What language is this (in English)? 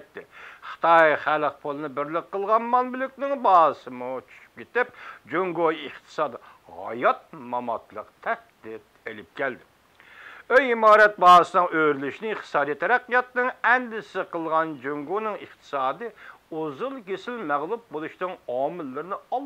Uyghur